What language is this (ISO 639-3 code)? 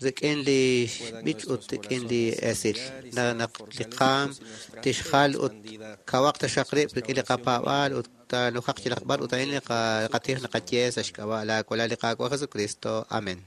kek